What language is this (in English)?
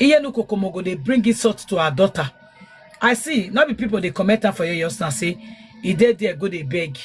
Nigerian Pidgin